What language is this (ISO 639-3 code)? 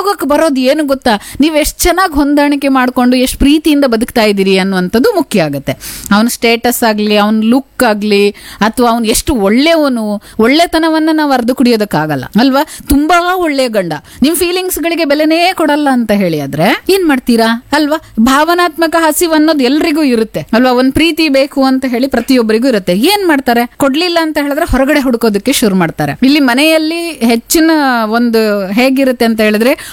kan